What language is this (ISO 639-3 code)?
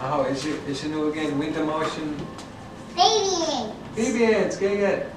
ciw